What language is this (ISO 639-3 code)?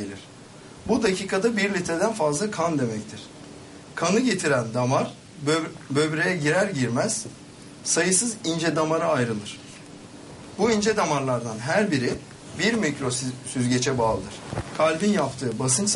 tur